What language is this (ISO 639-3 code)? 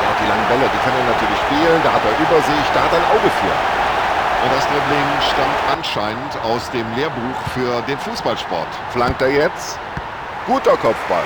bar